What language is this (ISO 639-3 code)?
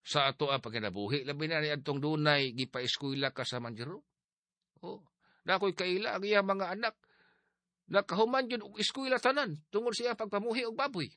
ceb